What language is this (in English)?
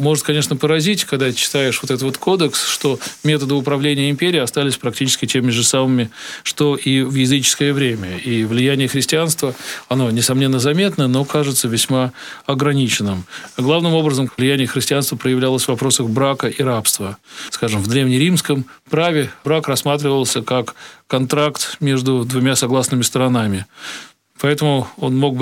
Russian